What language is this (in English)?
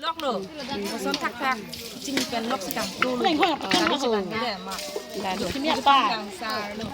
Karbi